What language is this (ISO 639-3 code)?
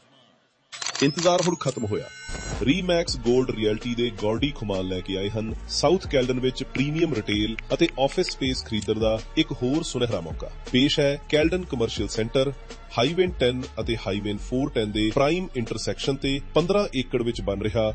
pan